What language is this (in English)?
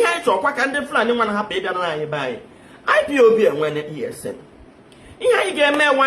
Igbo